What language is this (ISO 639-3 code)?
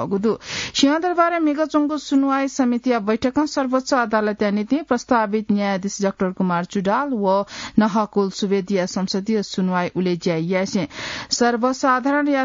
new